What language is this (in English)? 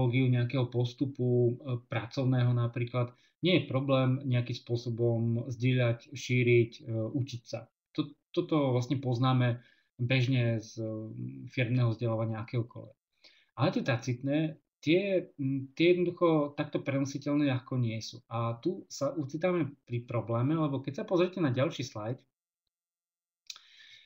Slovak